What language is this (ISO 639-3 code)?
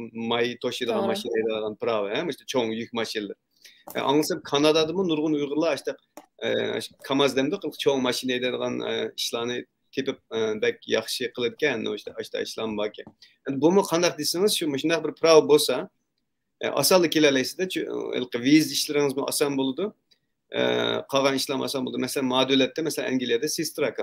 uig